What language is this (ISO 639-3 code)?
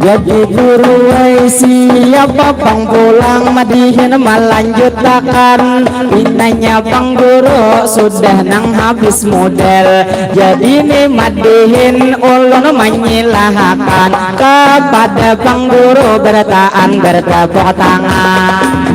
bjn